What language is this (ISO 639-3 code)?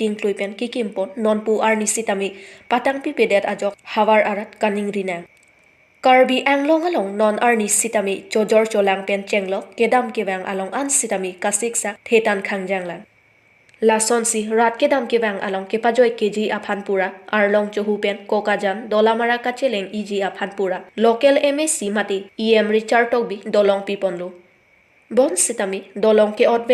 mjw